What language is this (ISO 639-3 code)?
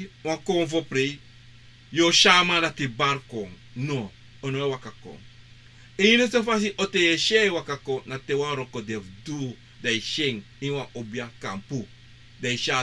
srn